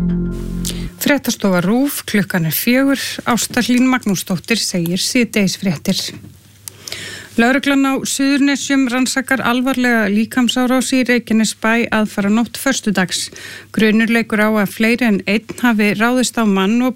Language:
Icelandic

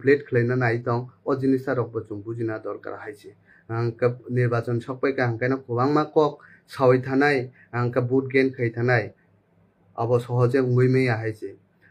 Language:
Kok Borok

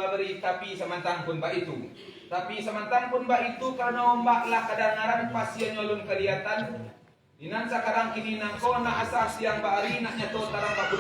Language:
Minangkabau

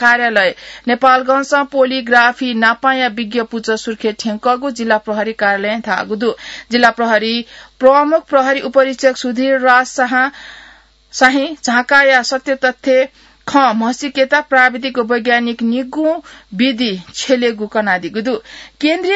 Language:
Newari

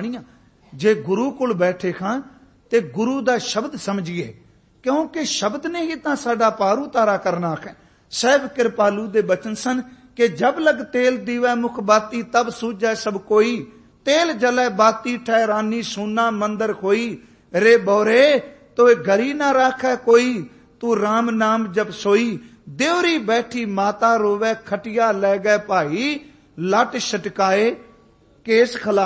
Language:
Punjabi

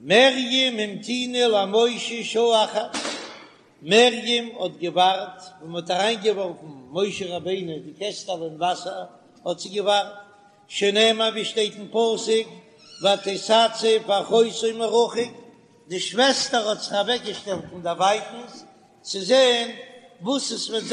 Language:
Yiddish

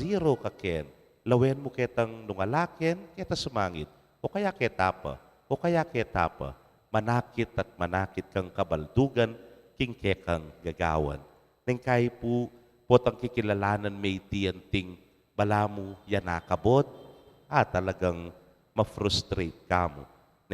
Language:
Pampanga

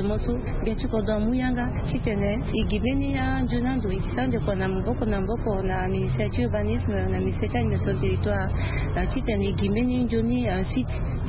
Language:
Sango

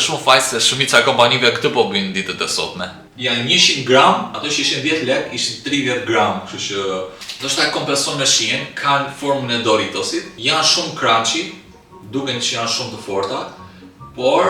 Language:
Albanian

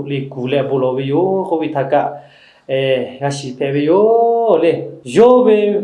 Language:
Lahu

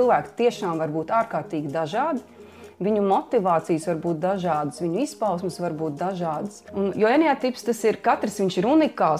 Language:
Latvian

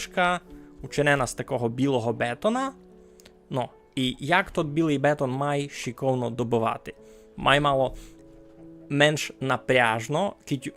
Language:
Rusyn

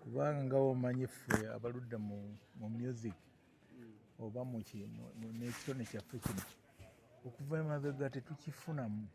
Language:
Ganda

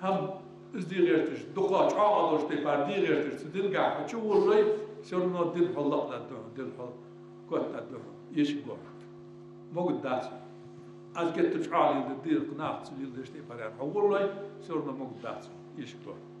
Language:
Ingush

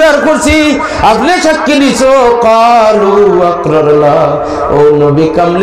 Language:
Sylheti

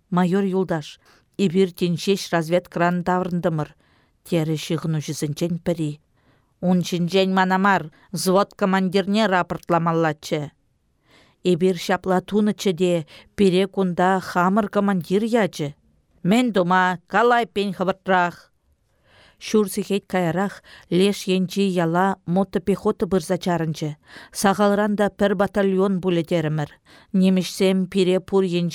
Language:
Chuvash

